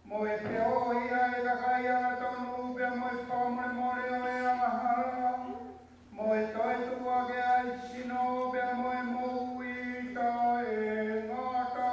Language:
Tongan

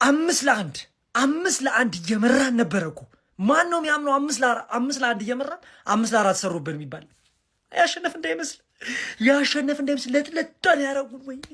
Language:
Amharic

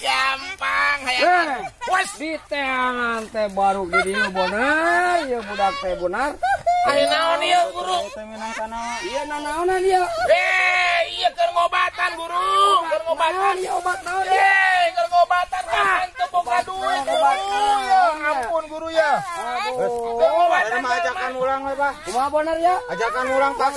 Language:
Sundanese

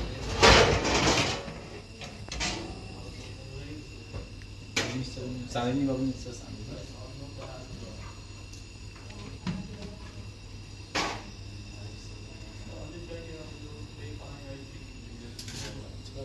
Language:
Persian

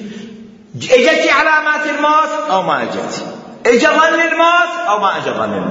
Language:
Mesopotamian Arabic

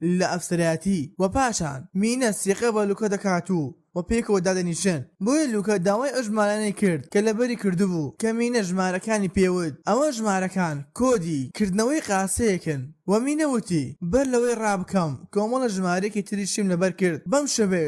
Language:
Central Kurdish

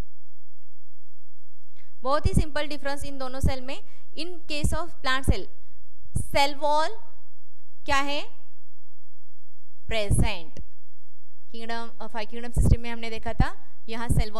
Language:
Hindi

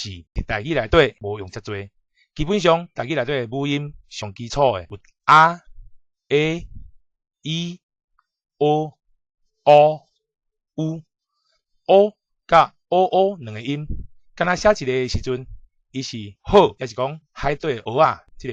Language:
Min Nan Chinese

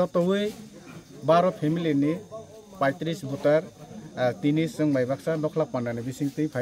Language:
Kok Borok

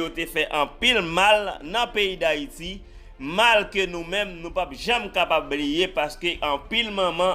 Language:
Haitian Creole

